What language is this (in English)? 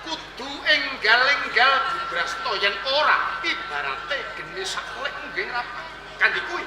Javanese